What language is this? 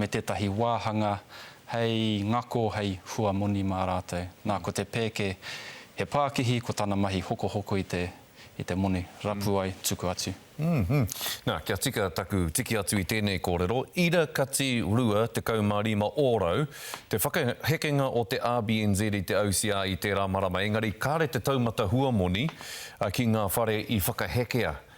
Māori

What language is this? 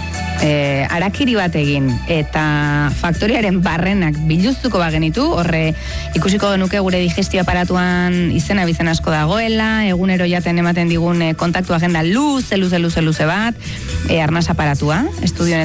Basque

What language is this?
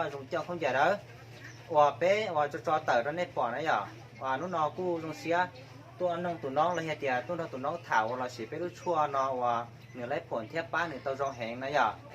Hmong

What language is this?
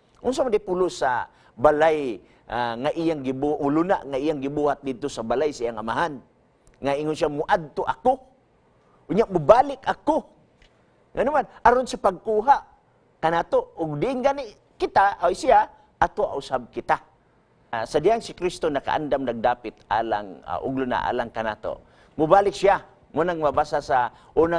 Cebuano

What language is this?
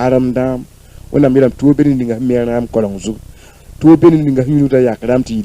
Mossi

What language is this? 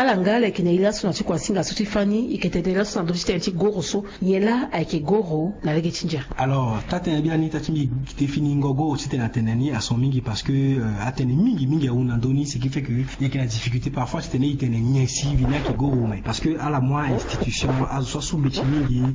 Sango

